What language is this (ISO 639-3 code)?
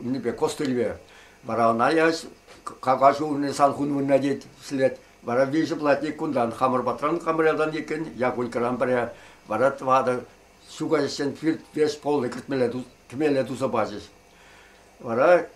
chv